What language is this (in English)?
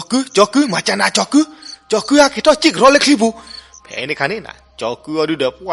S'gaw Karen